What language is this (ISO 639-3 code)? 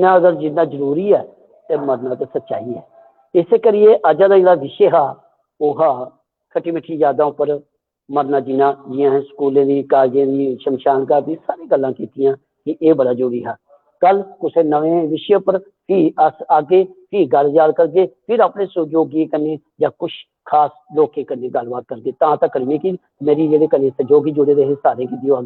doi